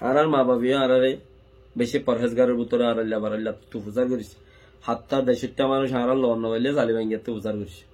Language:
Rohingya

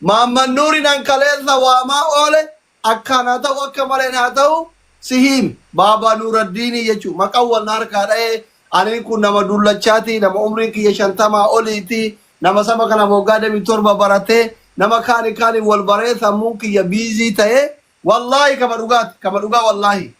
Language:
Oromo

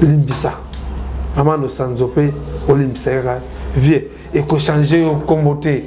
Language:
Lingala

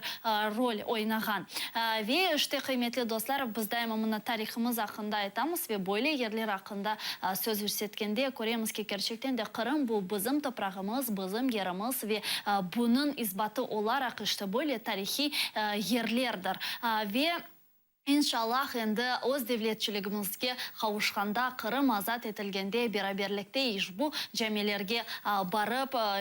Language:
Crimean Tatar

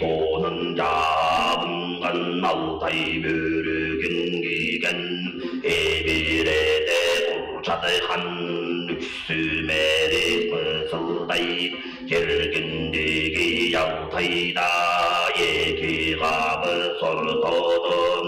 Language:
Tuvinian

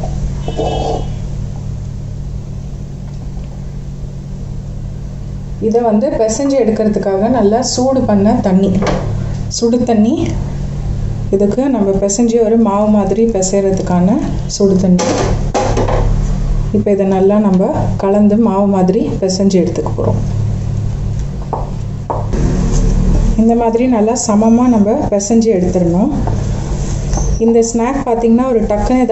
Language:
Tamil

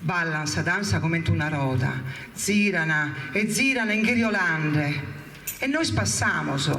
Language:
Sardinian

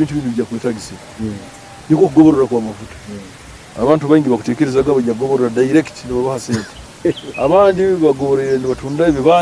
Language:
Nyoro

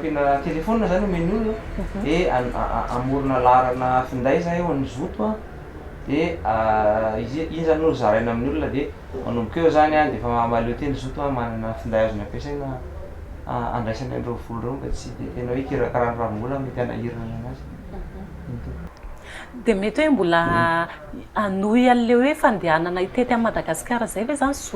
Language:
Malagasy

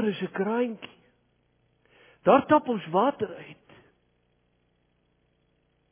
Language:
Afrikaans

